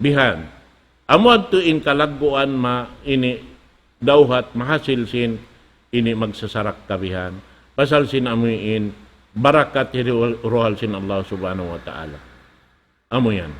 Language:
Tausug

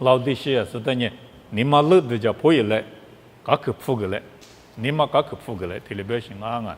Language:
Lisu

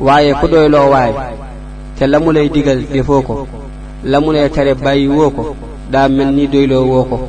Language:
Wolof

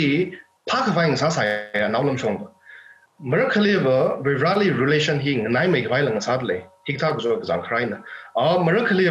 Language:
Tangkhul Naga (India)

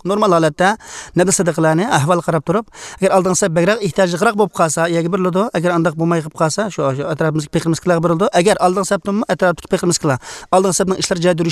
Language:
Uyghur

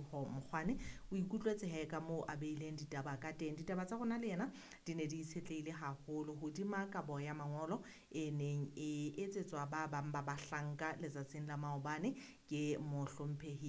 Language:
Southern Sotho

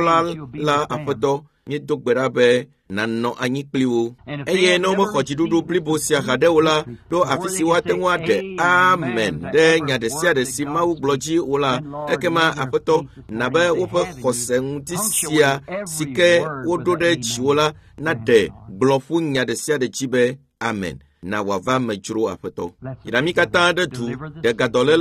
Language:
Ewe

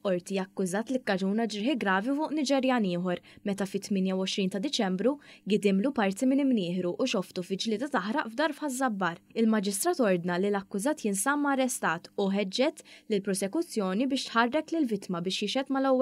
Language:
Maltese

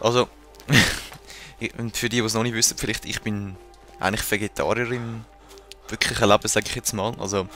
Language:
Swiss German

